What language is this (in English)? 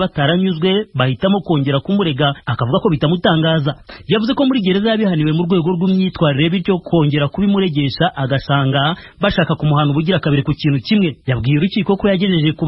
Kinyarwanda